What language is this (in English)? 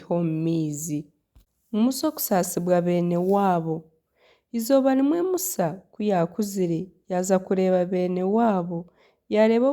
Nyankole